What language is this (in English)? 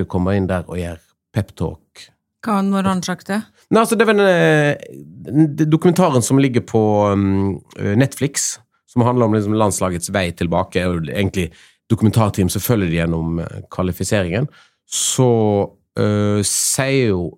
Norwegian